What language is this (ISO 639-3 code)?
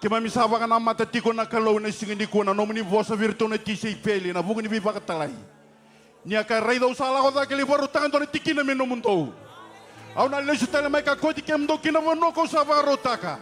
fij